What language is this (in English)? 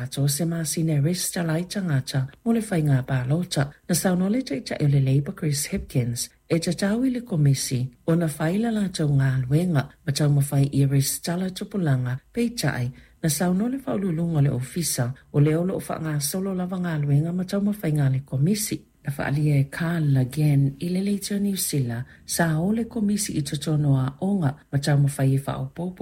Samoan